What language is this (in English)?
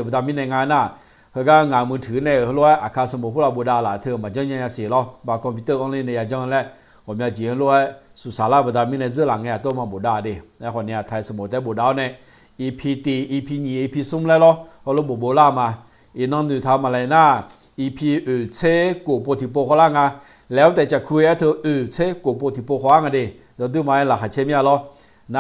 Akha